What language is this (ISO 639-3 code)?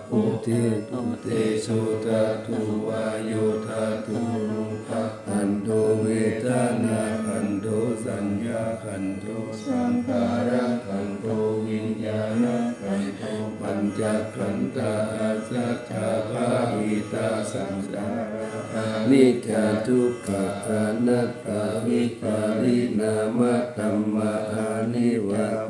pli